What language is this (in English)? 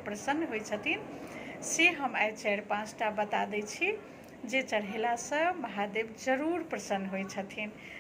Maithili